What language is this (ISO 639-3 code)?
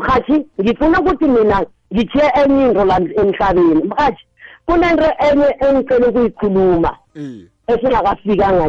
nbl